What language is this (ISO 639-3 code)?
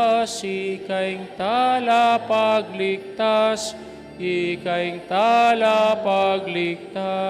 pam